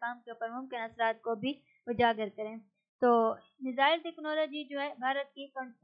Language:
Urdu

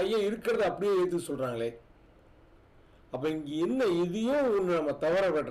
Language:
Tamil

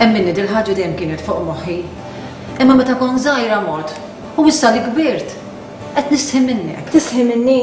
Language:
Maltese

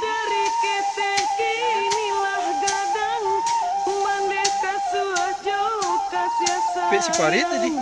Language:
Minangkabau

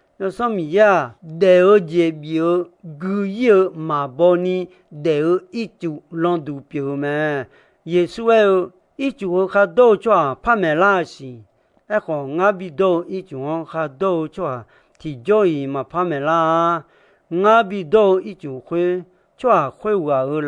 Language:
Akha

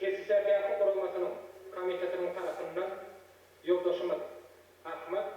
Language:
Turkmen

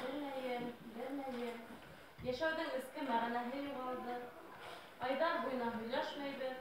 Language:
Bashkir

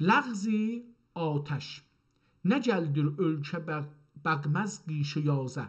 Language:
South Azerbaijani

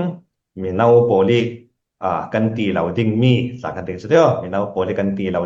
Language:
Falam Chin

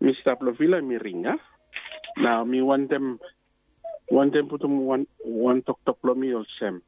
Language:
Bislama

